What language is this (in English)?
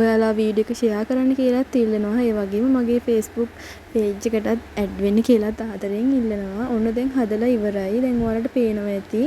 Sinhala